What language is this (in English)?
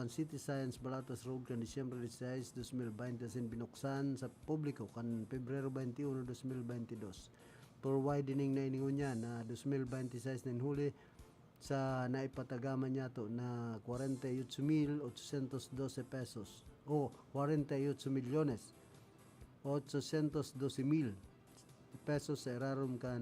Bikol